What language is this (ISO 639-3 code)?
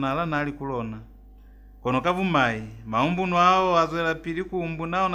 loz